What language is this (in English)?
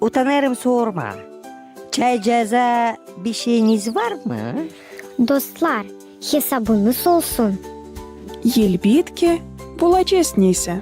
Gagauz